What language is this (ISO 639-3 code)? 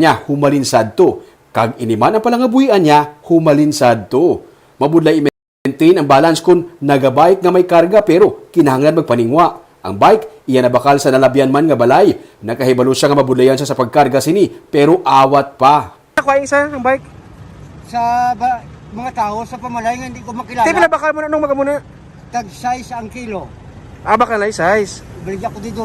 hil